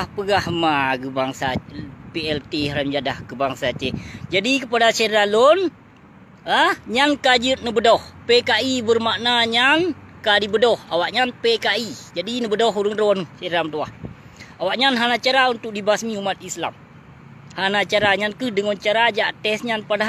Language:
Achinese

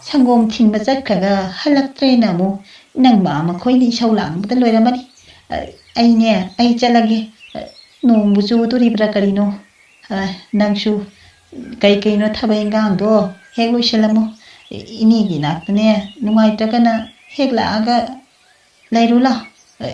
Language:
Manipuri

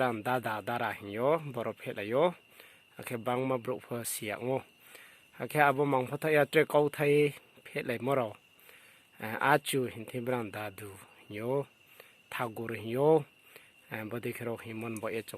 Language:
Riang (India)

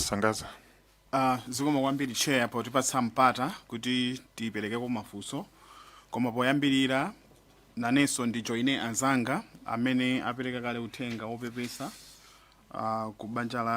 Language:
Nyanja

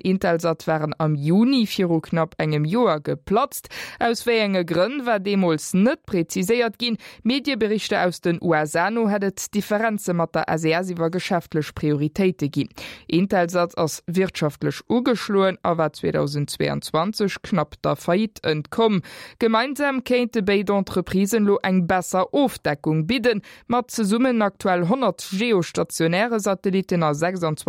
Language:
Luxembourgish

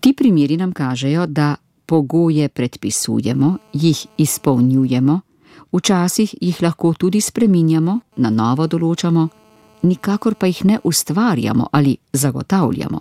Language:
Slovenian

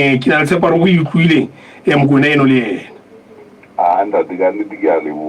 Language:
Southern Sotho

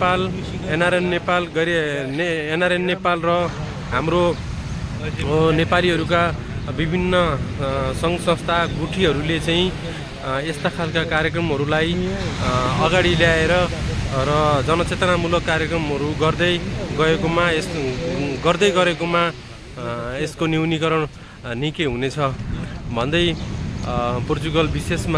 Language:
Nepali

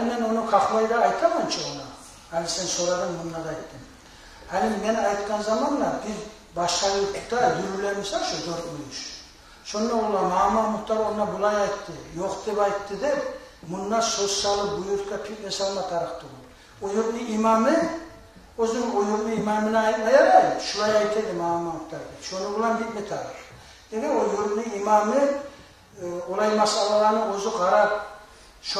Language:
Kumyk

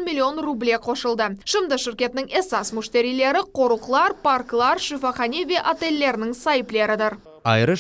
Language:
Crimean Tatar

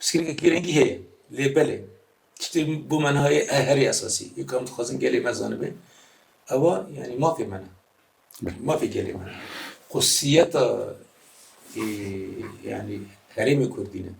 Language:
Kurdish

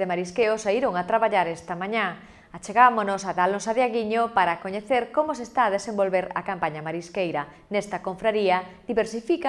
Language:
Galician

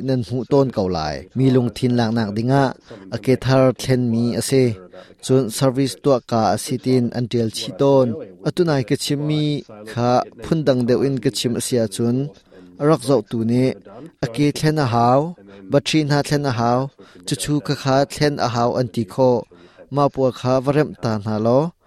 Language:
Hakha Chin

